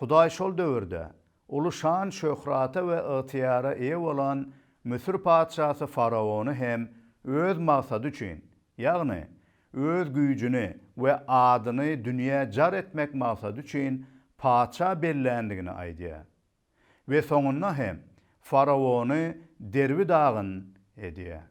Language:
Turkmen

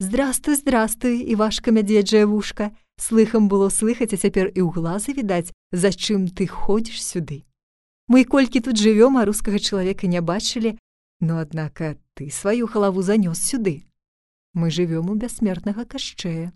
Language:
Belarusian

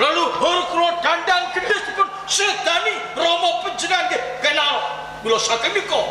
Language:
Javanese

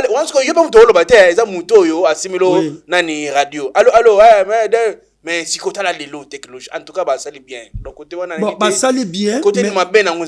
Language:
Lingala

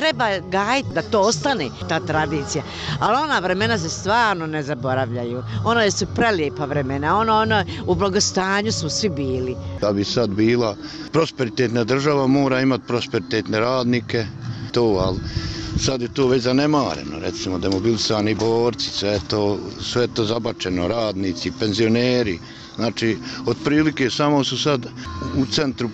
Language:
Bosnian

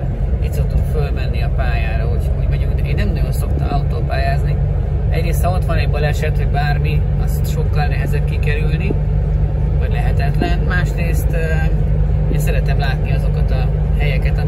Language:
Hungarian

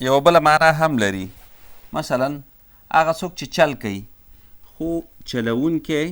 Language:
Pashto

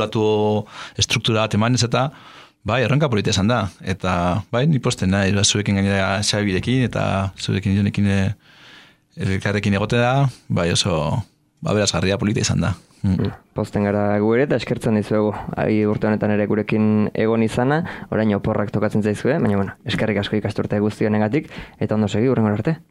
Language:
Basque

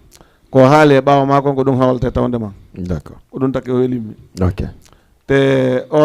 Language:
Fula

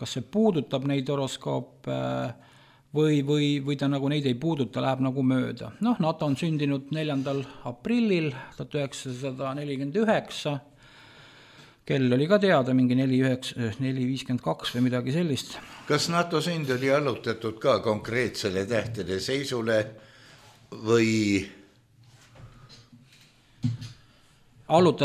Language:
Estonian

